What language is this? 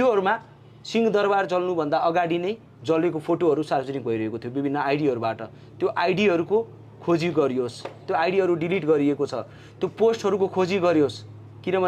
Nepali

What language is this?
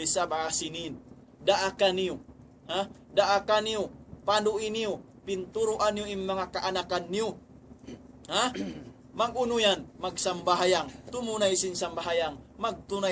Tausug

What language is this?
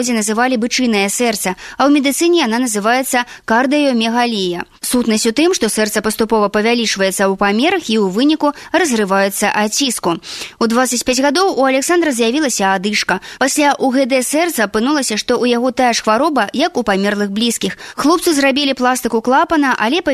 Belarusian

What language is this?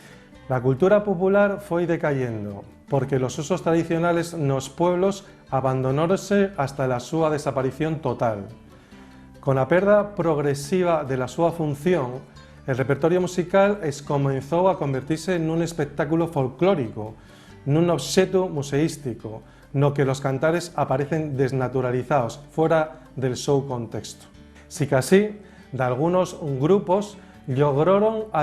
Asturian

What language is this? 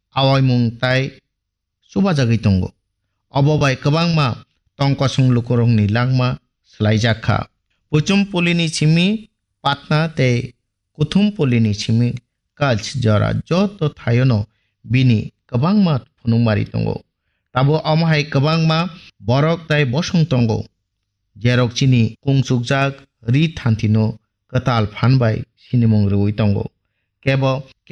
Kok Borok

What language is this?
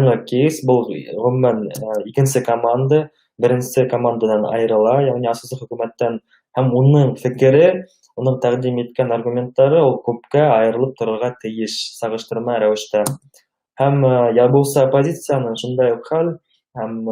Bashkir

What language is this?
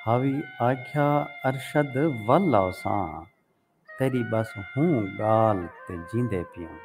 Saraiki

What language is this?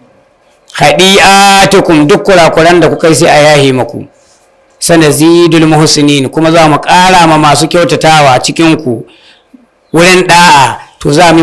Hausa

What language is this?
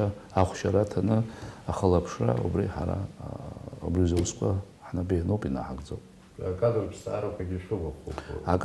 Abkhazian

